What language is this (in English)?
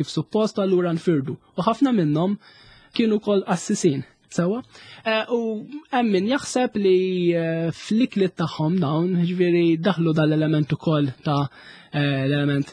Maltese